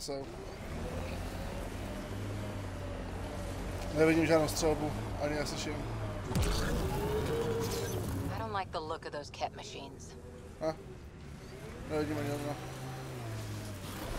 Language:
Czech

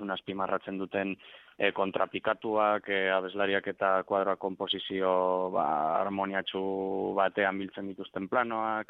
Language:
Basque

